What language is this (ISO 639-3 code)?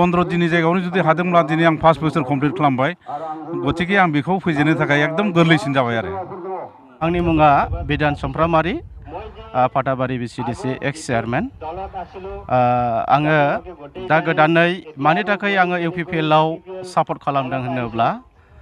brx